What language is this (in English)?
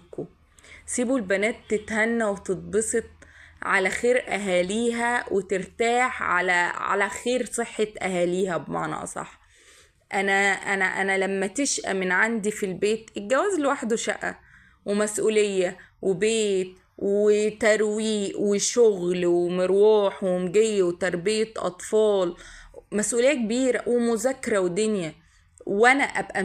Egyptian Arabic